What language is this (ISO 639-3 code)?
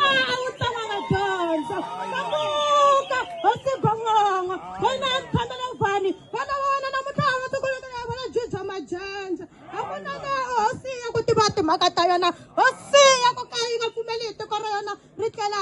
tso